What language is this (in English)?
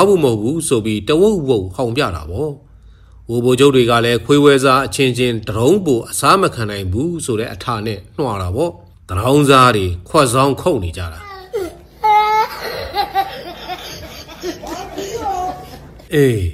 Burmese